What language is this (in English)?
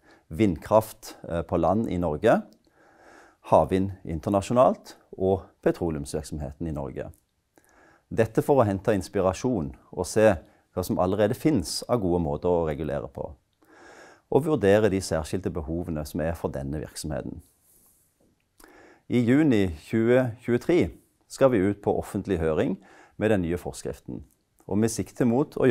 Norwegian